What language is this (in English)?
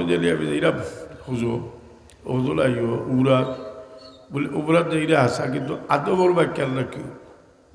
Sylheti